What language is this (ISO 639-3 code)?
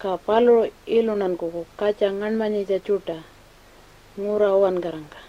pjt